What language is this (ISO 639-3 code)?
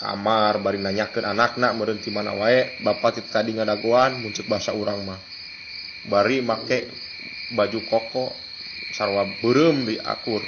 sun